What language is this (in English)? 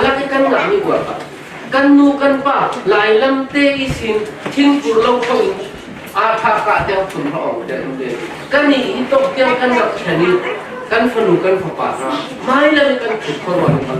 Falam Chin